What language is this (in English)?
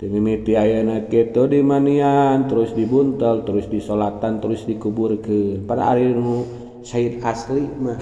Sundanese